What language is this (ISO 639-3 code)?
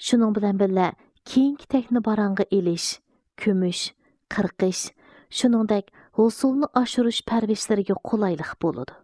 uig